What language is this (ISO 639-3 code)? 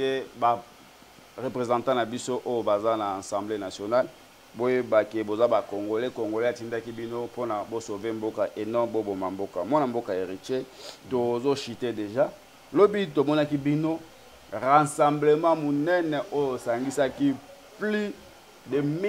lin